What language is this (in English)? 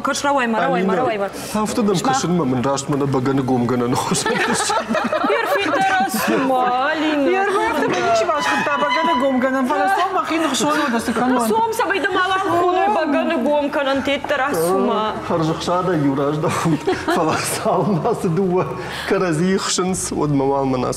Ossetic